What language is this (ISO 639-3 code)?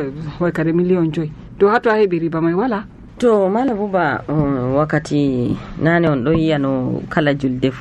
fuv